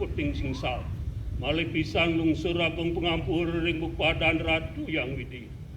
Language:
Balinese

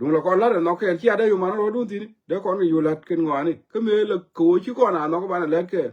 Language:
Nuer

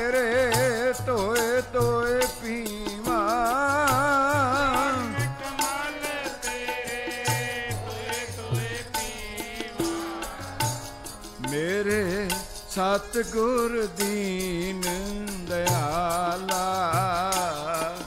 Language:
Punjabi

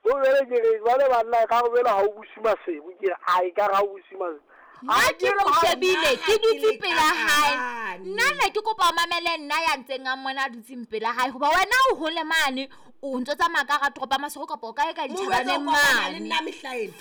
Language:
Southern Sotho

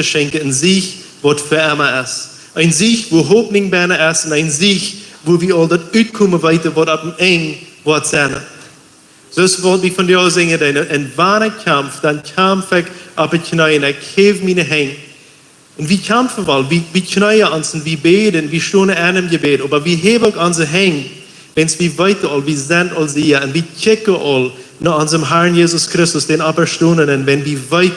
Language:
Plautdietsch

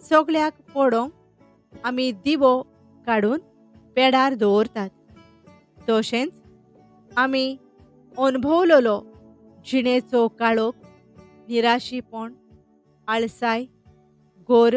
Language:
Konkani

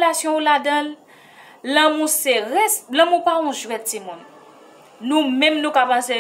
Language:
Haitian Creole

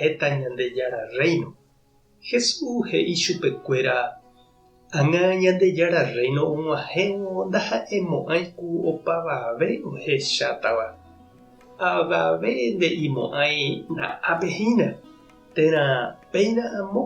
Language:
Guarani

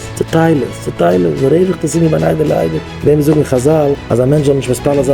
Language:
Yiddish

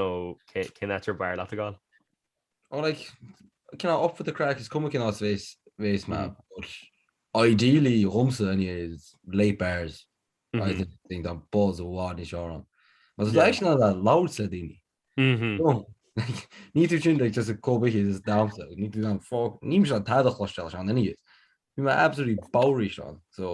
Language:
Irish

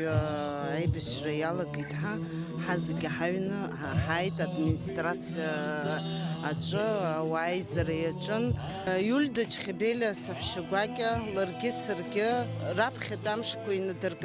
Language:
Abkhazian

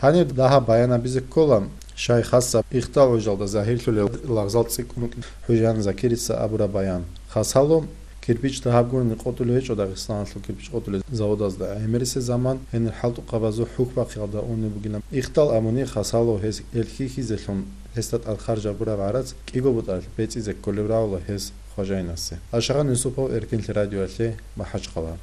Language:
Avaric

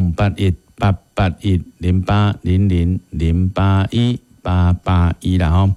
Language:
Min Nan Chinese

